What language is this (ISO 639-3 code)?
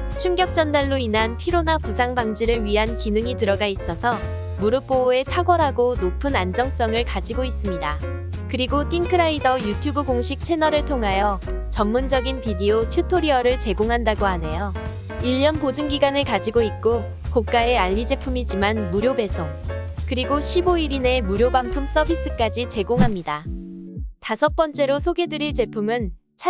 kor